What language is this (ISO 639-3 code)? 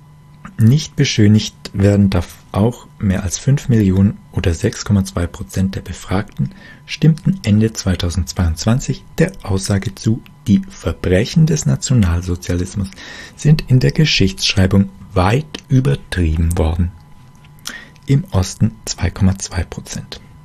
deu